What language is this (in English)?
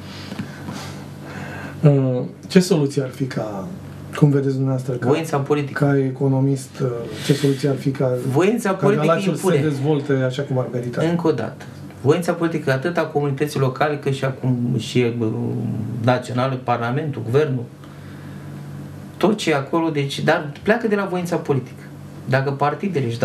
Romanian